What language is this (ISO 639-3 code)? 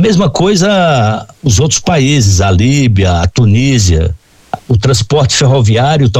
por